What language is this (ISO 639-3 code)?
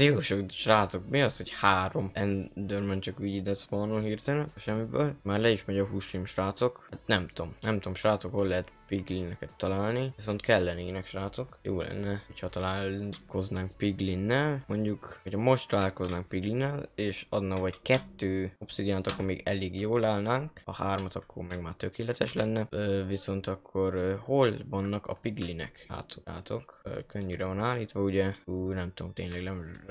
hun